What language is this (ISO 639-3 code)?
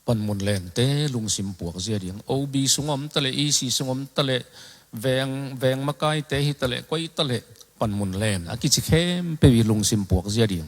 ctd